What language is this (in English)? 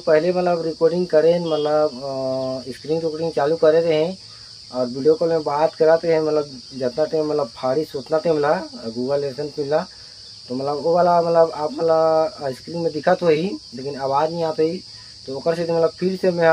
Chhattisgarhi